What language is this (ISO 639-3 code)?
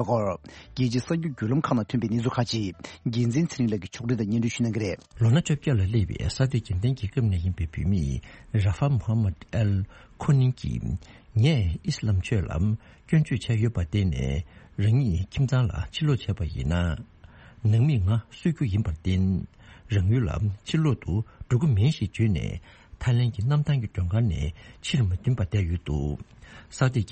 bod